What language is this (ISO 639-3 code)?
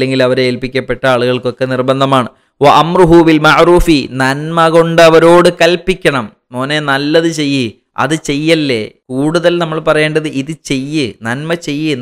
mal